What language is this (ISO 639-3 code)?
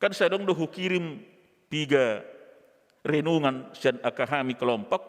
bbc